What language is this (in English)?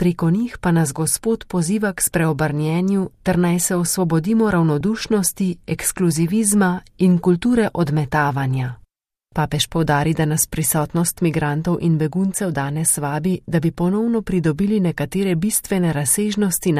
Slovenian